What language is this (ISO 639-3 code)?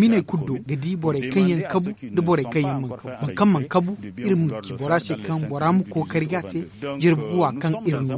dje